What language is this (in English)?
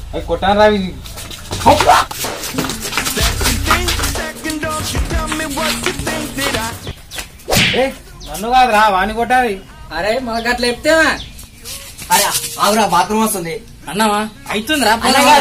Telugu